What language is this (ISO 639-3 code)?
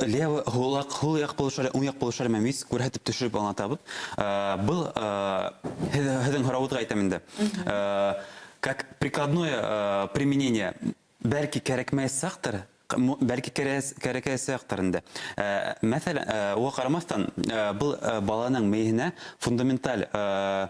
bak